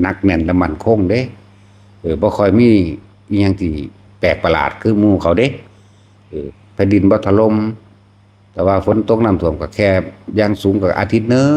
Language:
Northeastern Thai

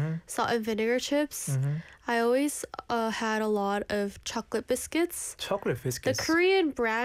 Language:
English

